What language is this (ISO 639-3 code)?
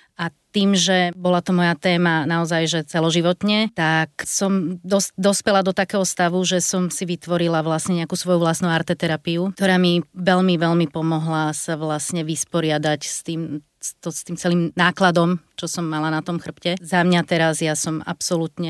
slk